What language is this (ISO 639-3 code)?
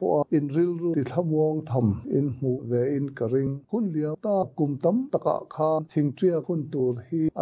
lus